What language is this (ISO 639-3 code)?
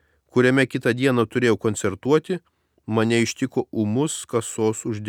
lit